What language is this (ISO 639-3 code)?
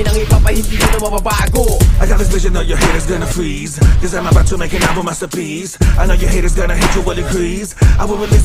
fil